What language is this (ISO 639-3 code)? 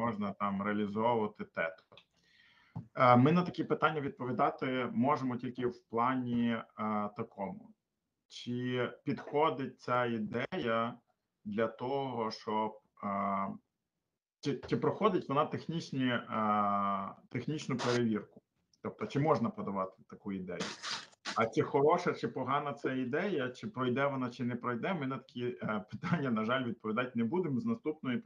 ukr